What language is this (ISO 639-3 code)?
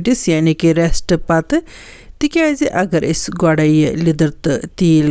kas